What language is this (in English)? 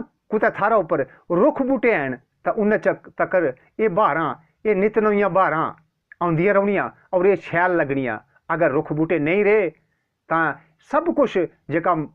Dogri